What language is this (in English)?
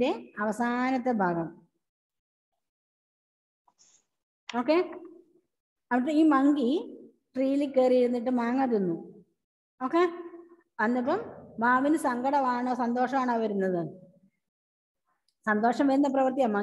Malayalam